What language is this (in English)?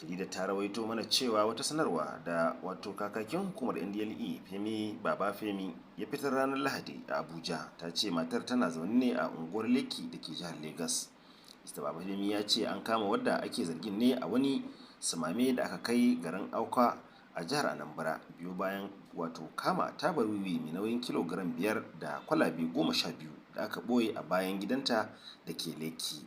Hausa